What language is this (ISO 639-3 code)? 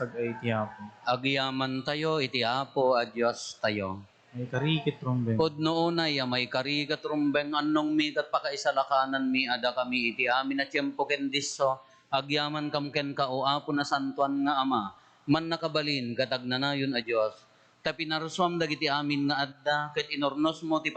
ilo